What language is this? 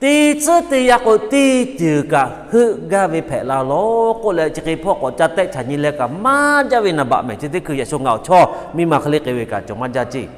Lahu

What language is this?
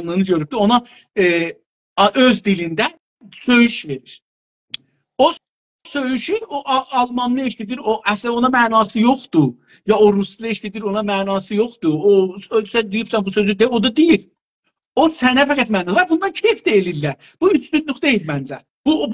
South Azerbaijani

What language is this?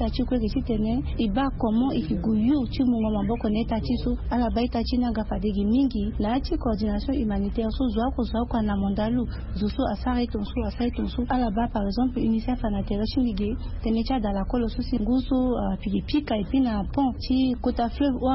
Sango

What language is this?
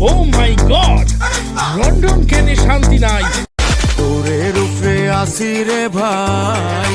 Sylheti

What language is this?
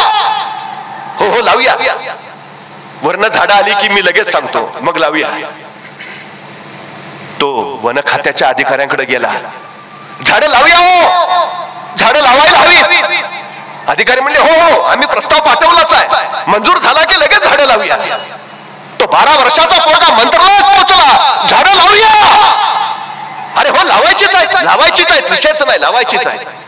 Marathi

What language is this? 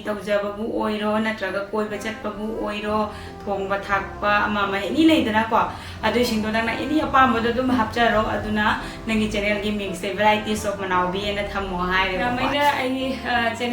Manipuri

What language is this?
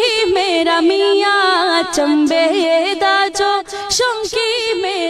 Dogri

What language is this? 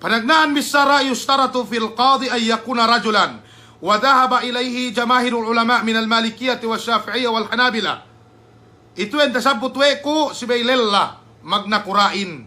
Yakan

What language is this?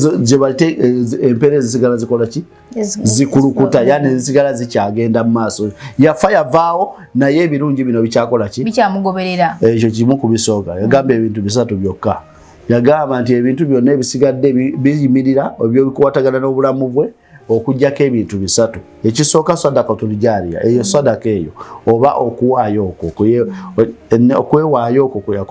Ganda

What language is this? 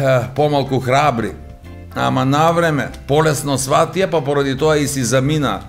Macedonian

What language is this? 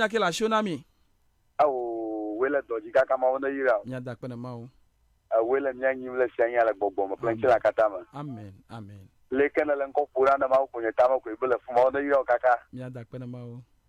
Ewe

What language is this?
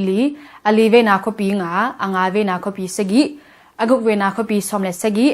Tedim Chin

